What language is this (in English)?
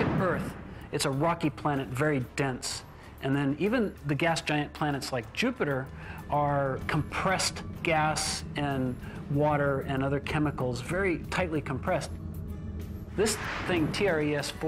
English